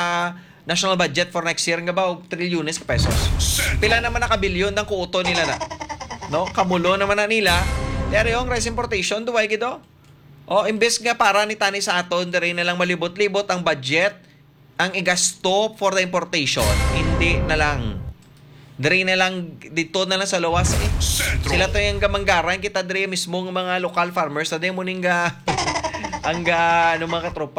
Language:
Hiligaynon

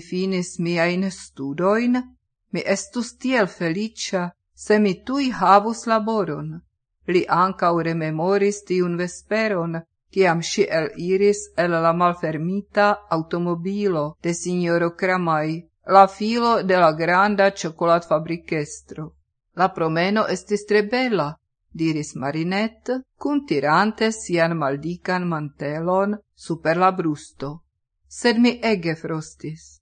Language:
Esperanto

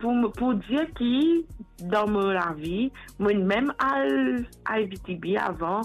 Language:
Morisyen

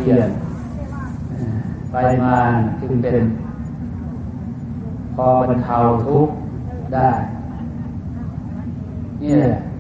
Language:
Thai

